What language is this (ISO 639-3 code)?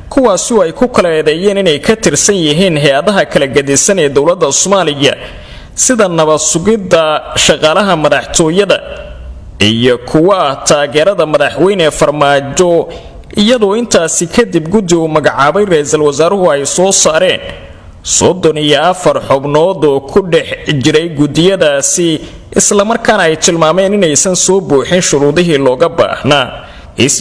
som